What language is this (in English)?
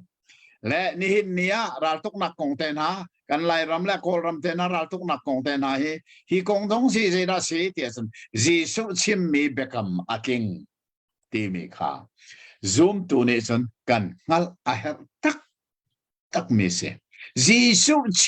Hakha Chin